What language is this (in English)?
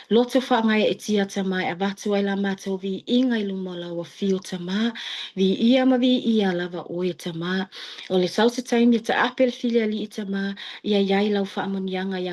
Samoan